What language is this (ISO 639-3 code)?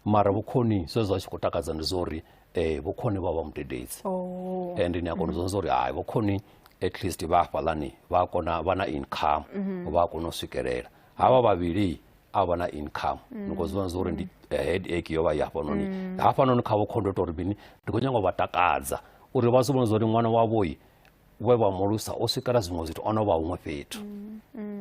ven